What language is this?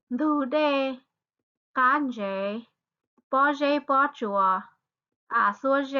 Hmong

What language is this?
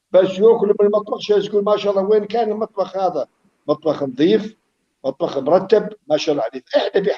North Levantine Arabic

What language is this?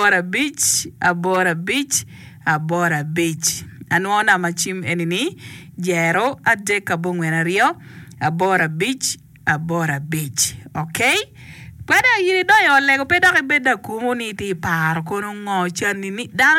Acoli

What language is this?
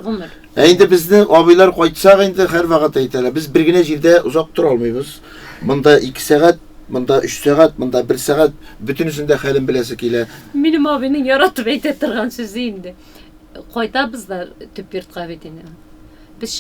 Tatar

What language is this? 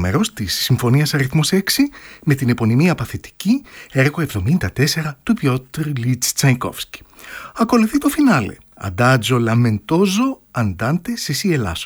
Greek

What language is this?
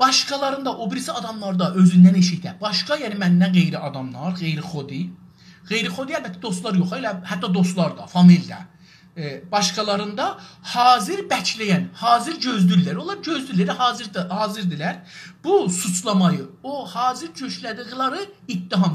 South Azerbaijani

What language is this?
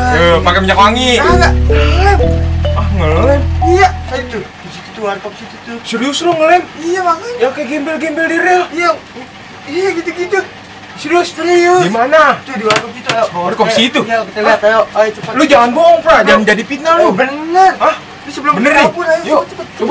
Betawi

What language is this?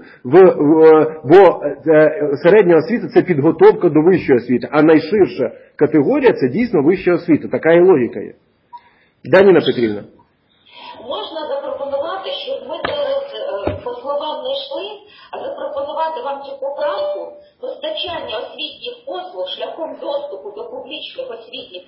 Ukrainian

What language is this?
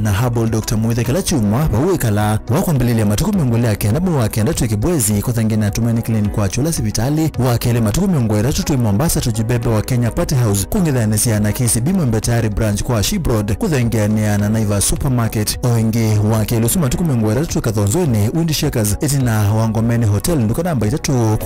Kamba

